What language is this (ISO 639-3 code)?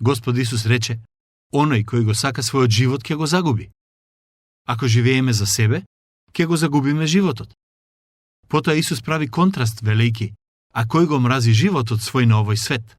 mkd